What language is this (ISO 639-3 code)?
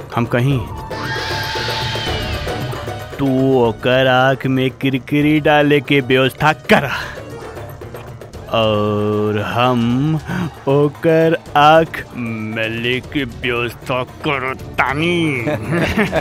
bho